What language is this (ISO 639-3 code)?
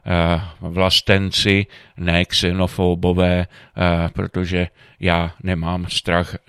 ces